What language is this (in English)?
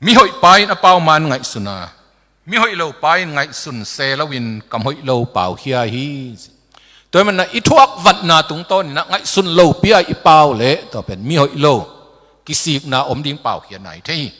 Tedim Chin